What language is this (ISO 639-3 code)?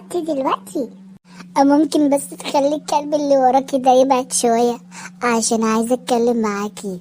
arz